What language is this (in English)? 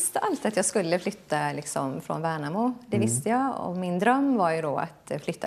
Swedish